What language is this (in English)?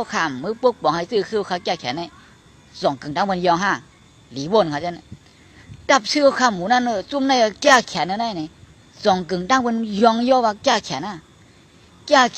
Shan